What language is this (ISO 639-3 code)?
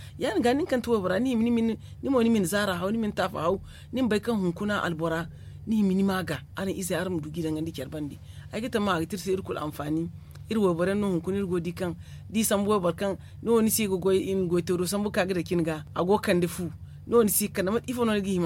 dje